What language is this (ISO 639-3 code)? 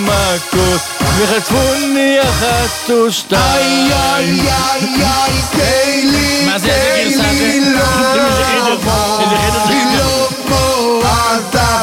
heb